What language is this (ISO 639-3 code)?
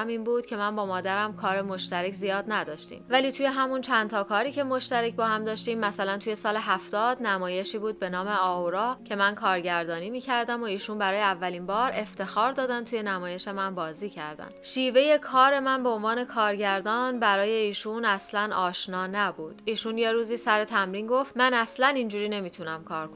fas